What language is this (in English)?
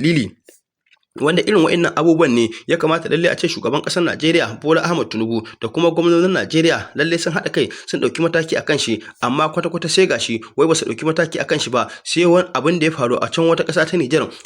Hausa